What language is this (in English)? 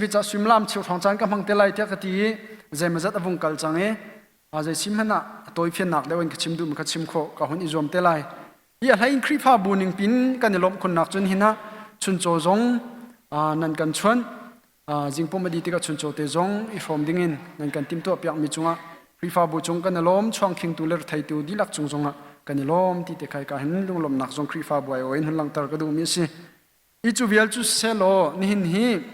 Hakha Chin